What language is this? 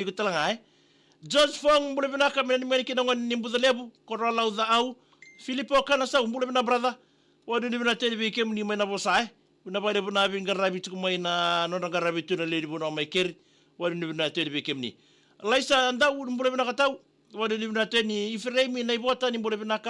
Fijian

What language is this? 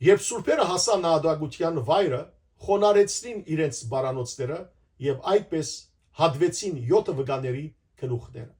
Western Armenian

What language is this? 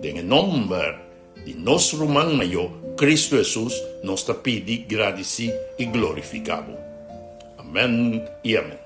Papiamento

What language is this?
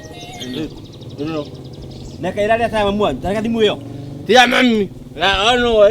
Kikuyu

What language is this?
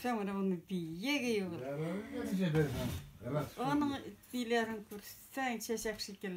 Tatar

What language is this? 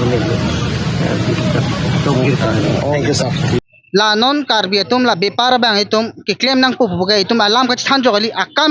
Karbi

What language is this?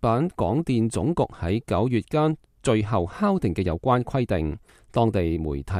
Cantonese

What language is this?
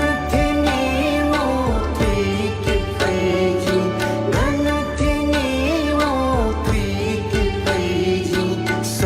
Newari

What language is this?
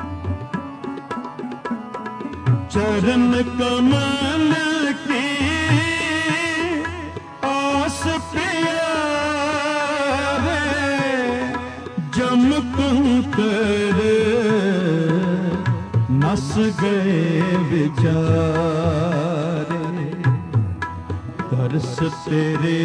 Punjabi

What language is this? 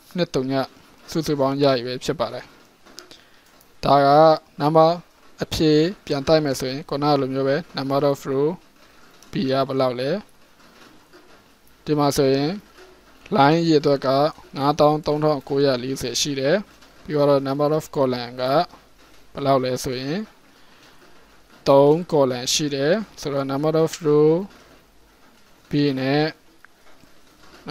Burmese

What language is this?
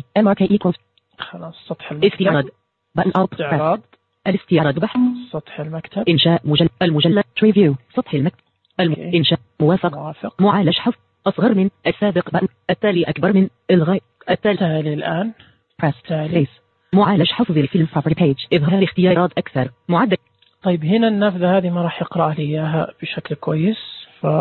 Najdi Arabic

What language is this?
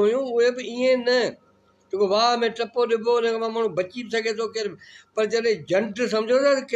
Sindhi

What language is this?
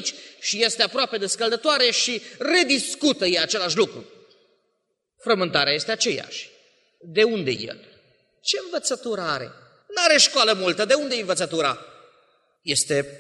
Romanian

